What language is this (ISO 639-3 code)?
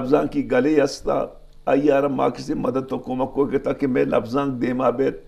bgp